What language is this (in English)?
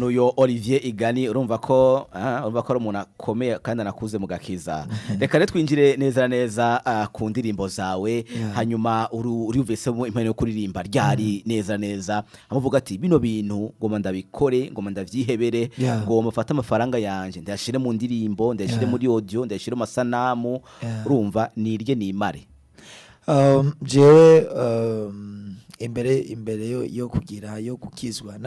Rundi